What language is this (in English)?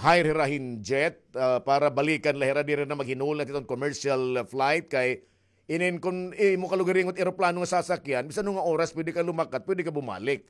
Waray